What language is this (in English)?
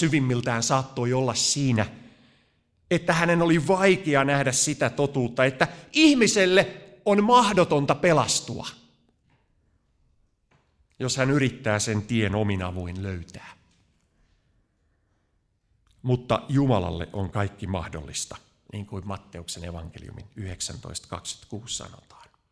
Finnish